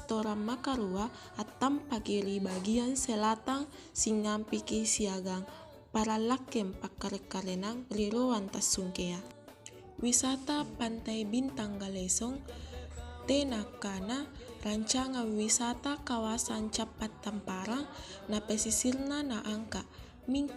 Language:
Makasar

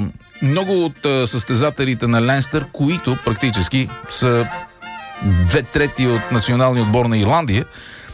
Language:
Bulgarian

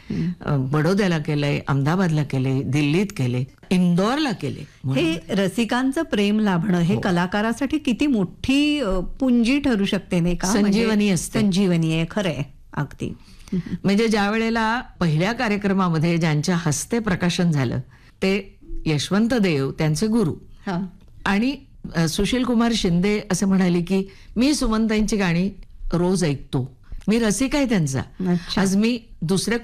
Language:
Marathi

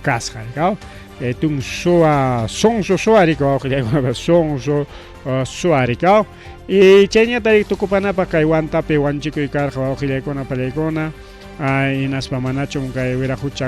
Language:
Ayacucho Quechua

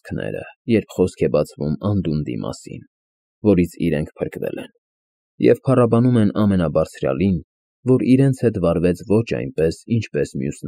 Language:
Armenian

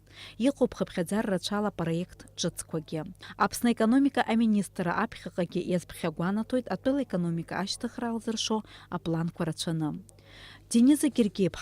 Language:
Abkhazian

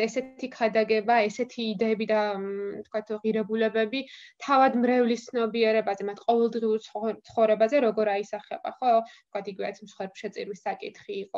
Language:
Georgian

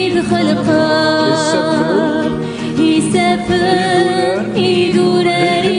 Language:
Kabyle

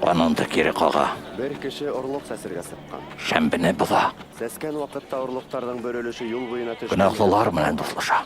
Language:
Bashkir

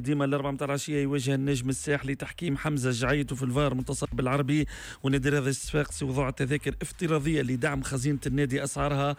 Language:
Tunisian Arabic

